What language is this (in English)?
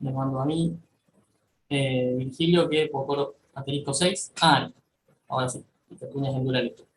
Guarani